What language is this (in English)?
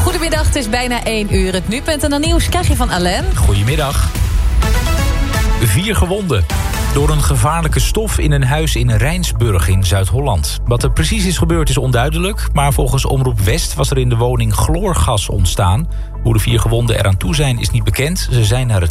Dutch